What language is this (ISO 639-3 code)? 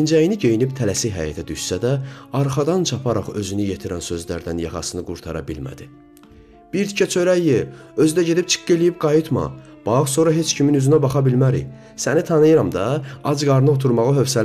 aze